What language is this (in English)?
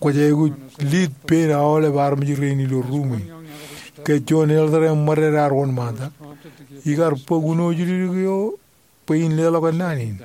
Marshallese